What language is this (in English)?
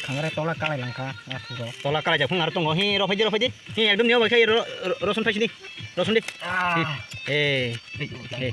Kok Borok